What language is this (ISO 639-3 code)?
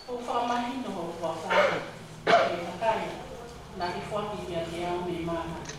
ton